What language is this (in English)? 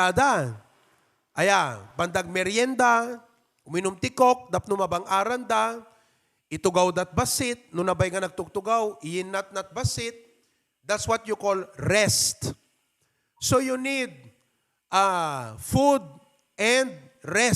Iloko